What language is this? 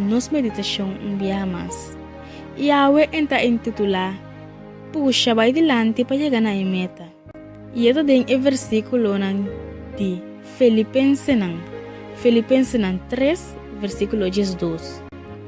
Papiamento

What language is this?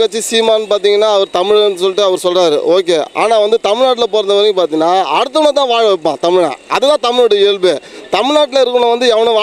Tamil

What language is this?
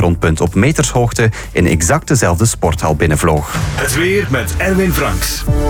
Dutch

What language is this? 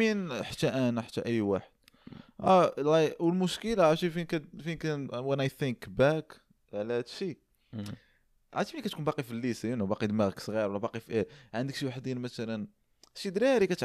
Moroccan Arabic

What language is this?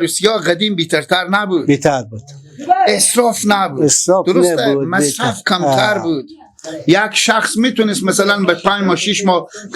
Persian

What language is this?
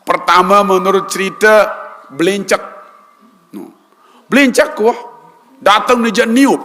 Sasak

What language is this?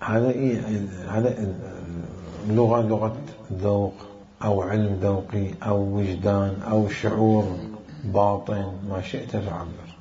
Mesopotamian Arabic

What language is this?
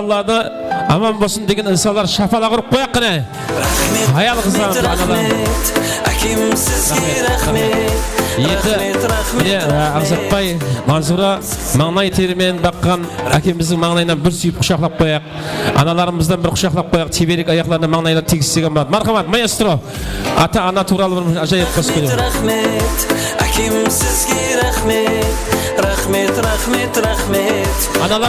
Kara-Kalpak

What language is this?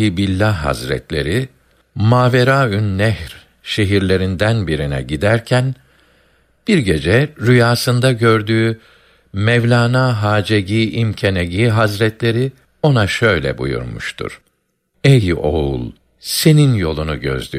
Turkish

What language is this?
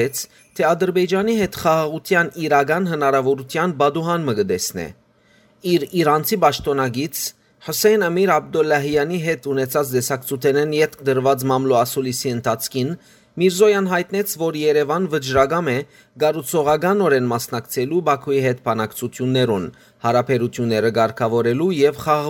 Western Armenian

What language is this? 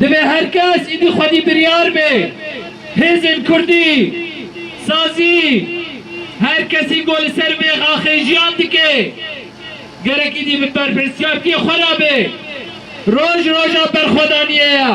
Kurdish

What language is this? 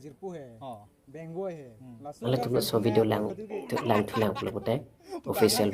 Karbi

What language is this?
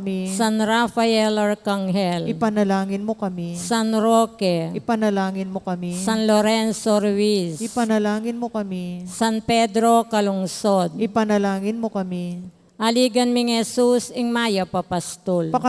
Pampanga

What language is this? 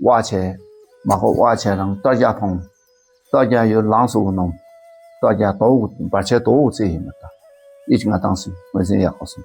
Dakpakha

